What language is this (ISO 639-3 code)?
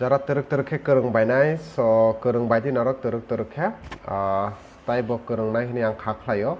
trp